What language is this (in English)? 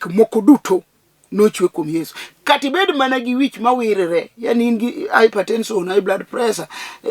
Luo (Kenya and Tanzania)